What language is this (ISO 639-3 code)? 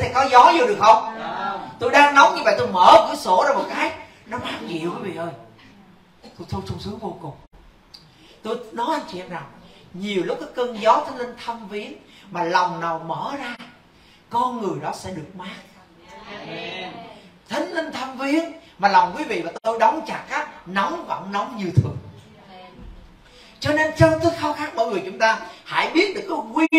vie